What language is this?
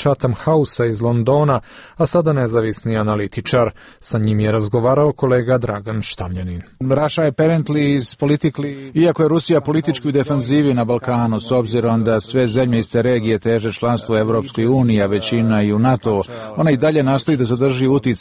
Serbian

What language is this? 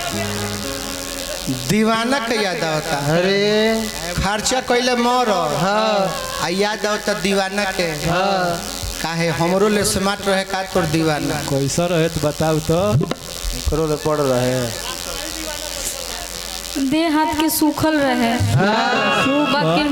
Bhojpuri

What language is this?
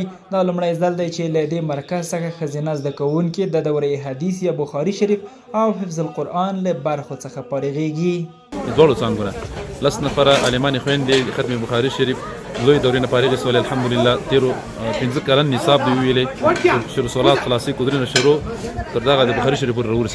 Pashto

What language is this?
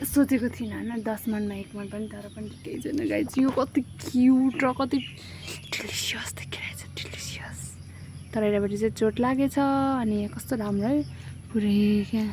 Nepali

